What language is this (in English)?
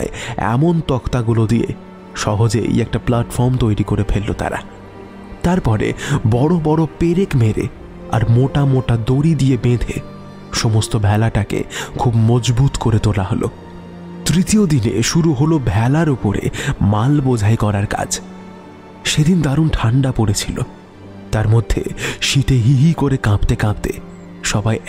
Bangla